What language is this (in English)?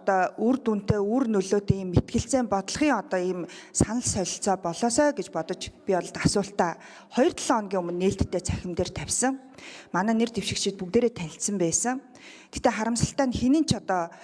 Mongolian